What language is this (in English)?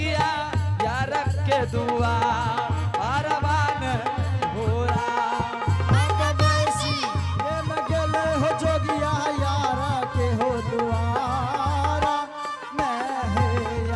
Angika